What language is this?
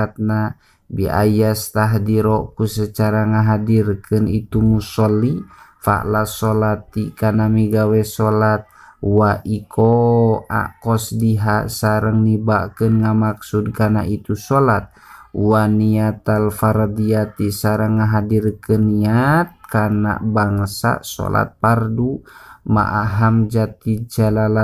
Sundanese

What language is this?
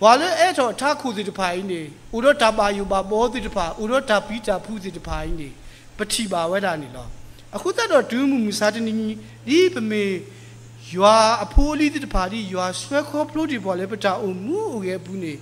S'gaw Karen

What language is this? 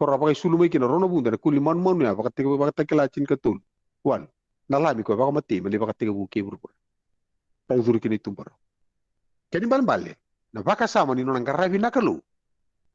Fijian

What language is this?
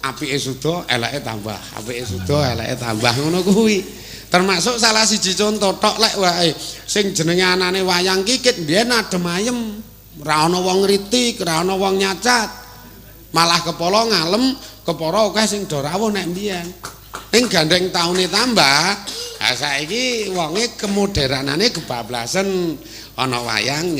Javanese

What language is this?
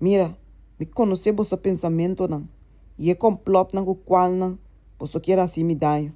Papiamento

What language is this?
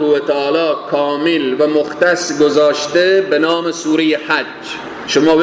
Persian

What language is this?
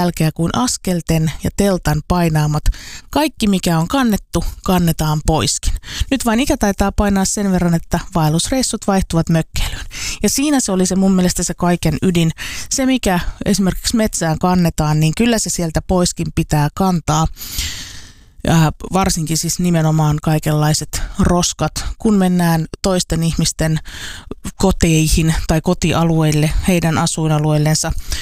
Finnish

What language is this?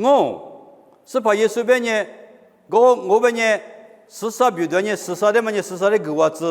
Lisu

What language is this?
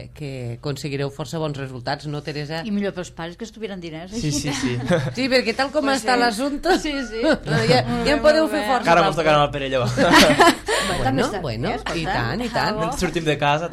Catalan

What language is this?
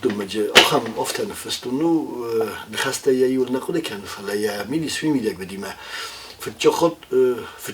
Ossetic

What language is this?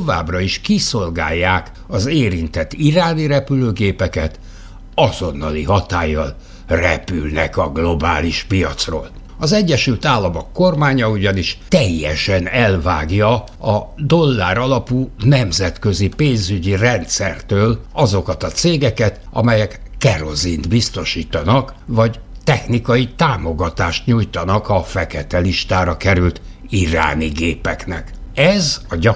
Hungarian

